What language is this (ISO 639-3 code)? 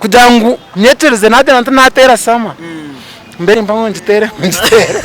nyn